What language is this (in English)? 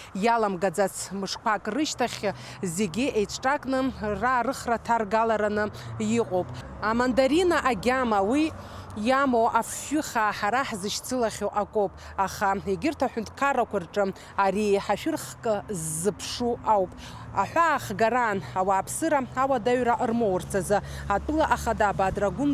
Abkhazian